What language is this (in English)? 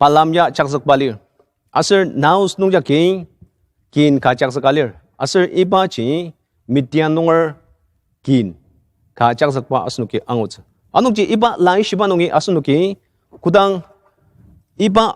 Ao Naga